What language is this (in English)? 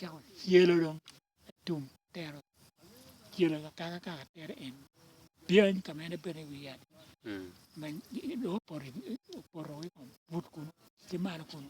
Acoli